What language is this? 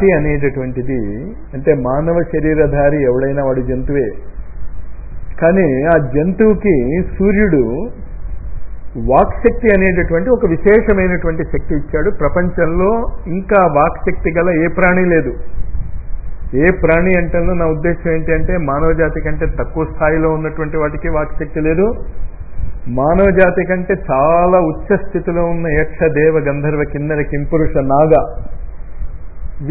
Telugu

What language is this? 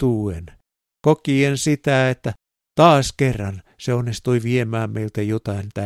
Finnish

